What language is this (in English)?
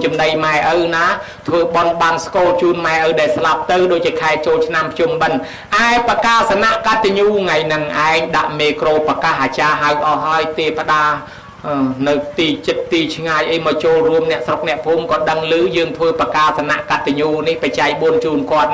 Khmer